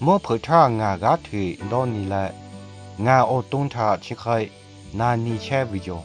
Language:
Lahu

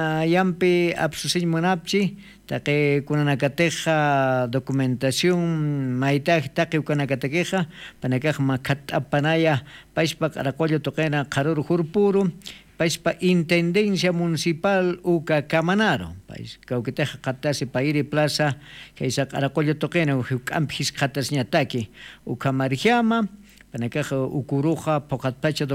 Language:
Aymara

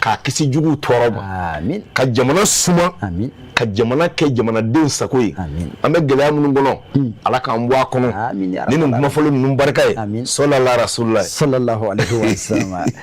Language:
Bambara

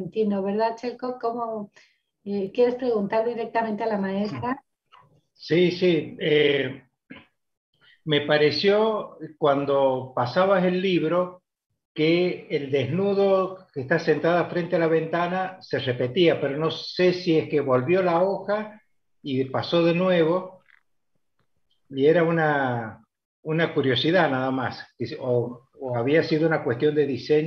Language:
Spanish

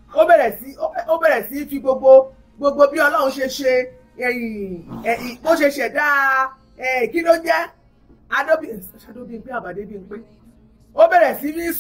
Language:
Yoruba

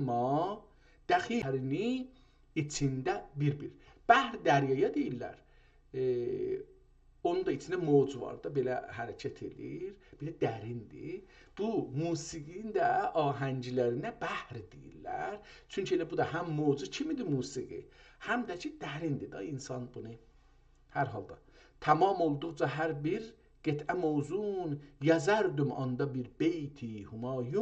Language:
South Azerbaijani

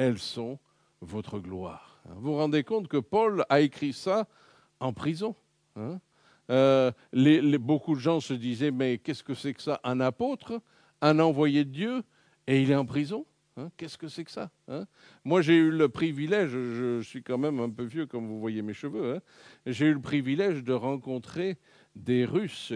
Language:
French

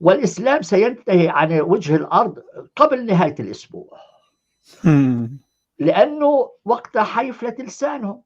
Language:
North Levantine Arabic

